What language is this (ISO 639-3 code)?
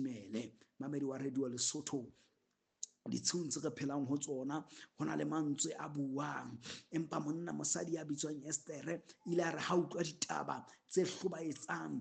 sot